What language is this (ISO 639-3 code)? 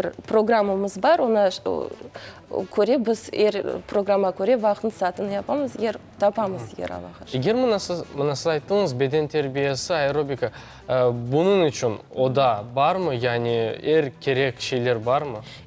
crh